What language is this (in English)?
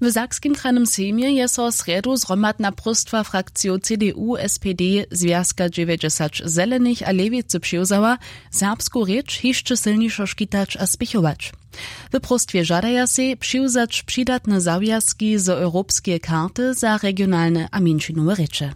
Upper Sorbian